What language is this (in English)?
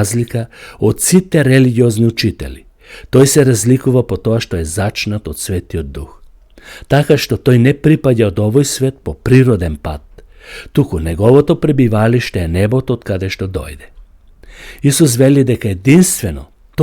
Macedonian